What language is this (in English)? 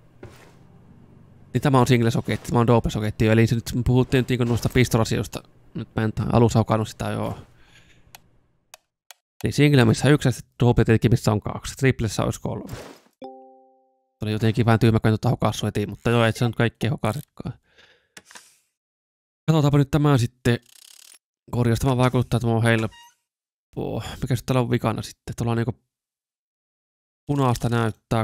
Finnish